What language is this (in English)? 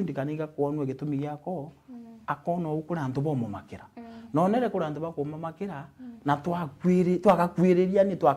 Meru